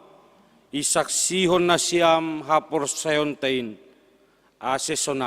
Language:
Batak Simalungun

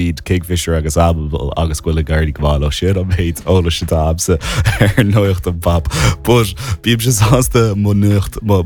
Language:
Irish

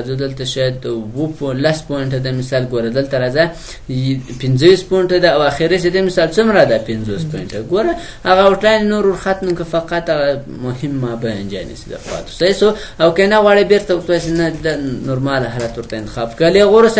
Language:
Pashto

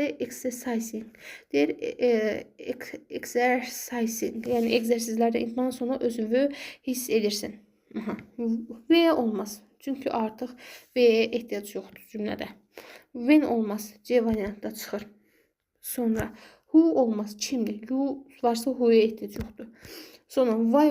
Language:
Azerbaijani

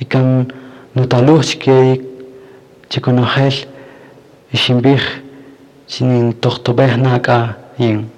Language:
Kaqchikel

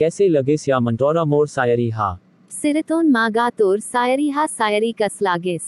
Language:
Chhattisgarhi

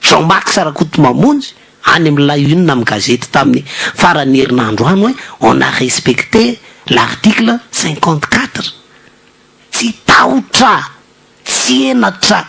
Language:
Malagasy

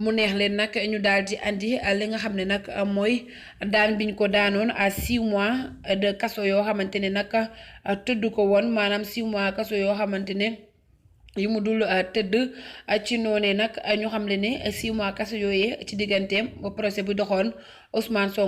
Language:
Wolof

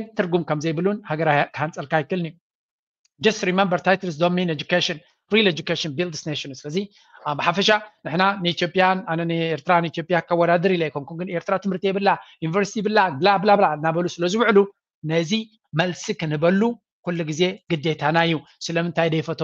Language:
Tigrinya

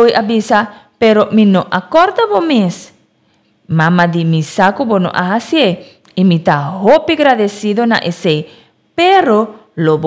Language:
Papiamento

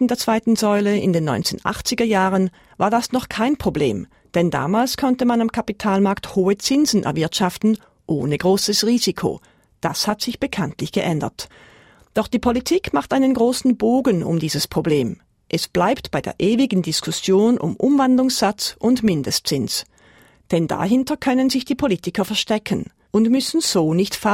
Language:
German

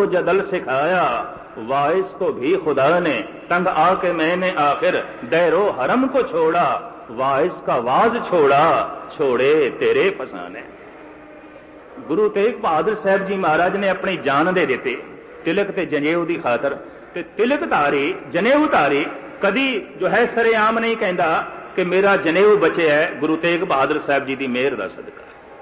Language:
Punjabi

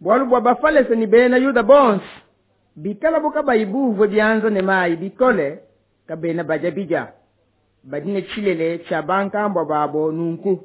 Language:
Luba-Lulua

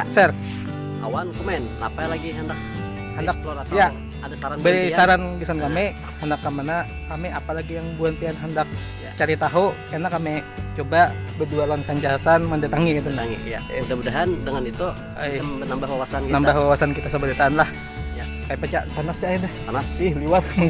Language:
Banjar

